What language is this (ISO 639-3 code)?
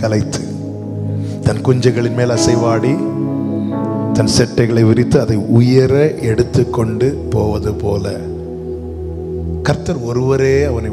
tam